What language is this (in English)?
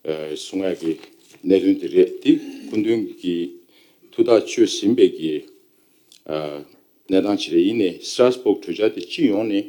Tibetan